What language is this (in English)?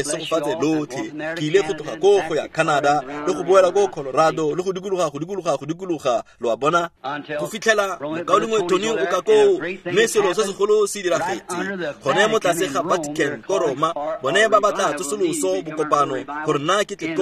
Tswana